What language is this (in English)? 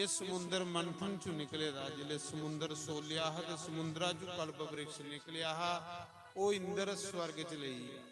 Dogri